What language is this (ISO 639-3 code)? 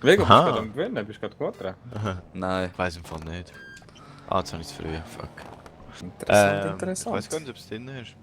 gsw